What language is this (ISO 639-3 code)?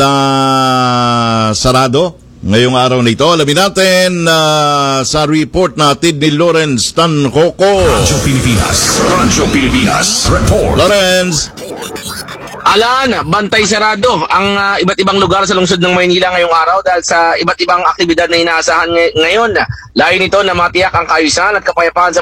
fil